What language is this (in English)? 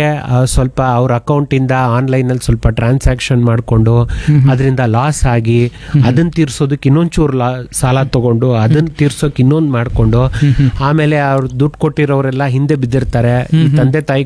Kannada